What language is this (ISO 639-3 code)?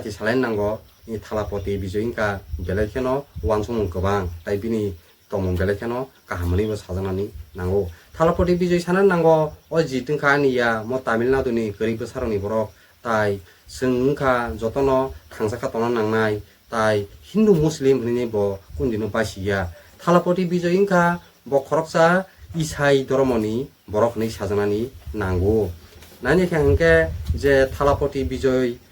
trp